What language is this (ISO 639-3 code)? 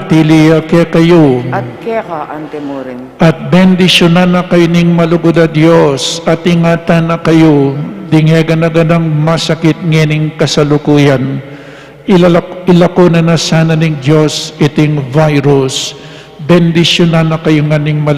pam